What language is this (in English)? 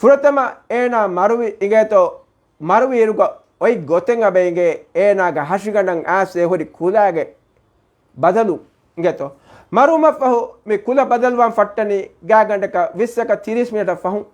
Divehi